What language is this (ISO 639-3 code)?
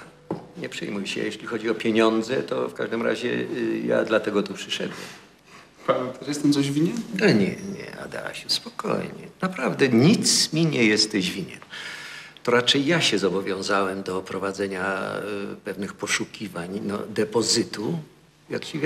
pol